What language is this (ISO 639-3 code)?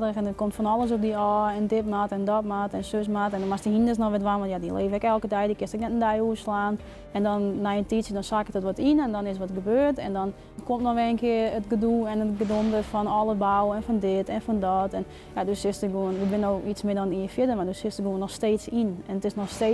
fry